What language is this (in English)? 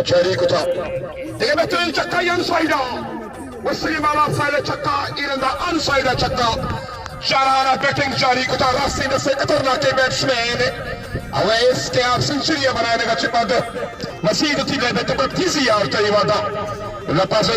Baluchi